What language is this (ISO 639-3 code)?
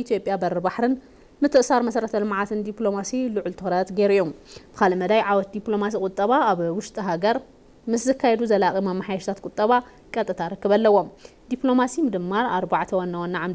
tir